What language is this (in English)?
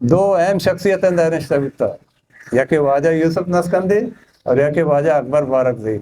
Eastern Balochi